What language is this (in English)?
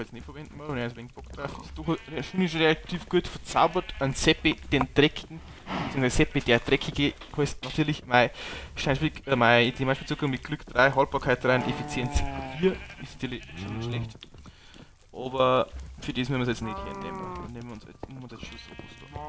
Bavarian